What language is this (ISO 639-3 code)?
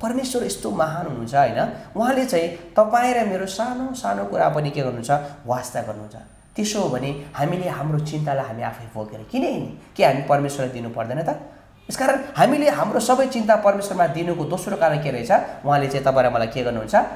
nep